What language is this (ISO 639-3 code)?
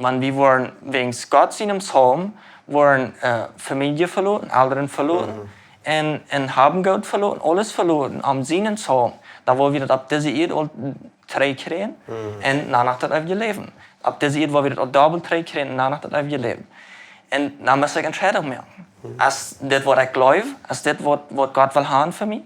pdt